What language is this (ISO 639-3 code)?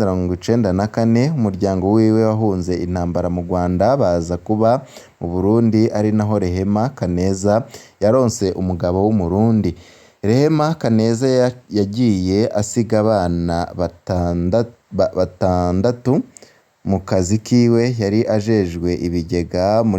run